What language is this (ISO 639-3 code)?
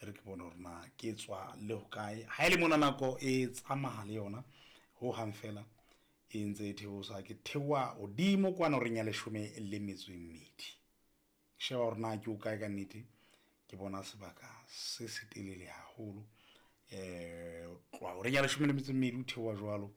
sot